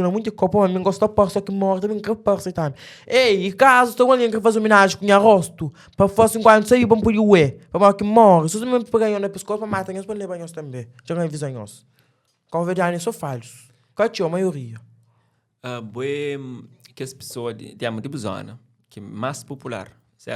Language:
Kabuverdianu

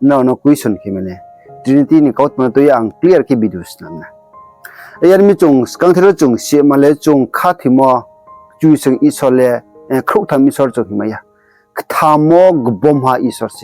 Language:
Riang (India)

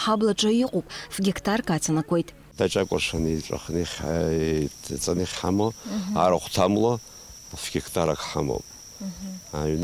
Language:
Abkhazian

